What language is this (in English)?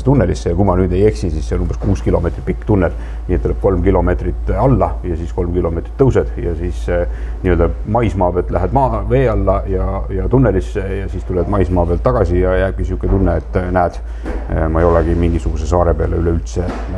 Estonian